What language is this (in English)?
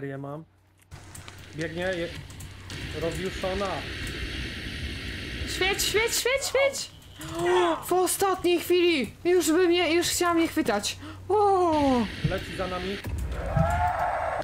Polish